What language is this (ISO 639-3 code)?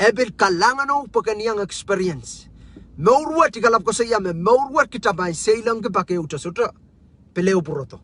pon